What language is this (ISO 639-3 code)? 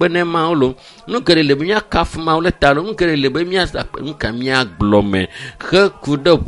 ewe